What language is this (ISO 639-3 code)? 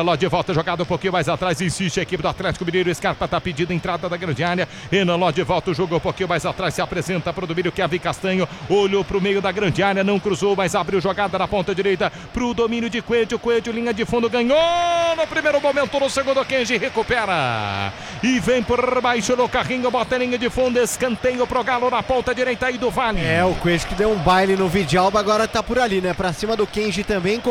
por